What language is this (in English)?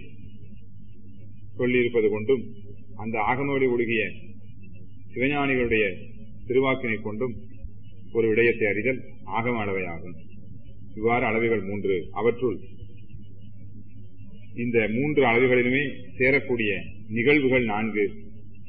Tamil